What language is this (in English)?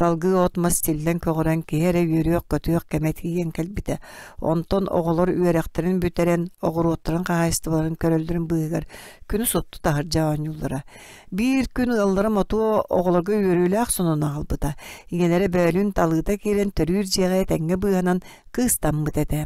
Yakut